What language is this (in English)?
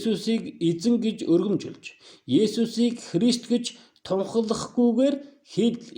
Mongolian